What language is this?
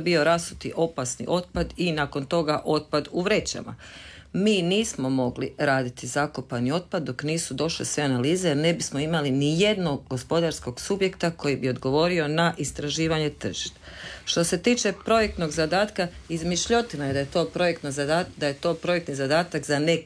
Croatian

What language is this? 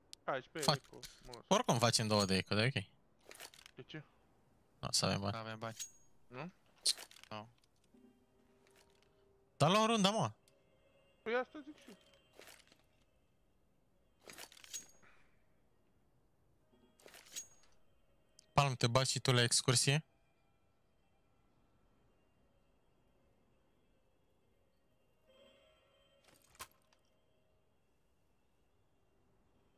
Romanian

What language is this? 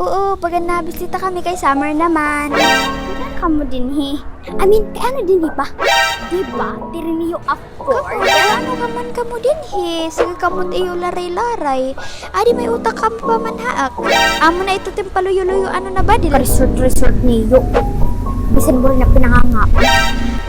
Waray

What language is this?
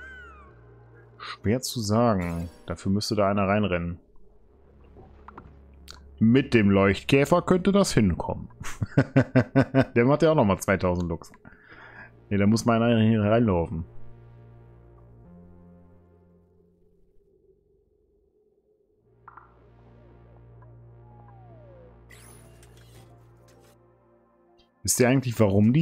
German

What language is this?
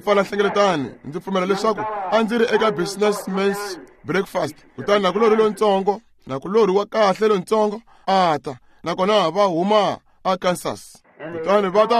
Tsonga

